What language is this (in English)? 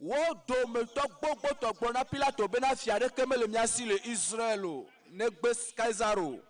Ewe